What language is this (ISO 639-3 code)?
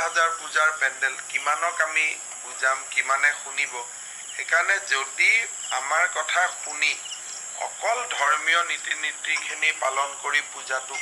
asm